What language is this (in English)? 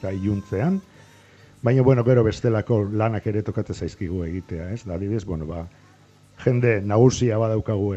Basque